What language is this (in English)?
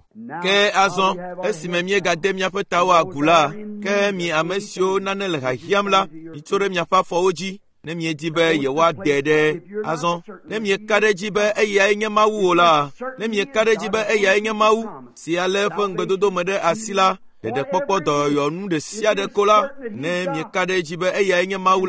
Ewe